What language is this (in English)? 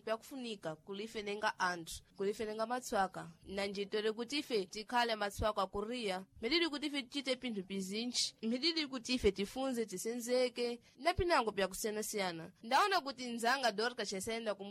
Sena